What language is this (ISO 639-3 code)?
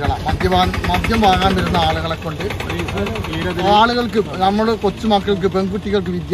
mal